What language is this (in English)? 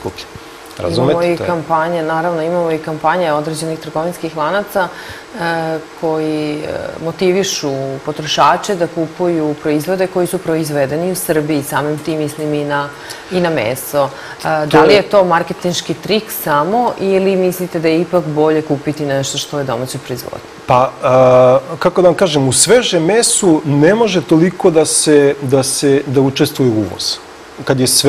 Serbian